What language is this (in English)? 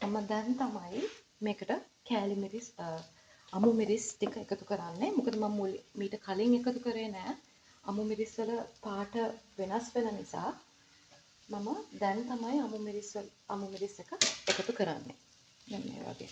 Sinhala